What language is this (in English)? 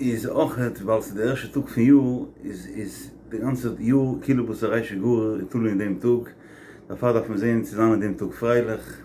Yiddish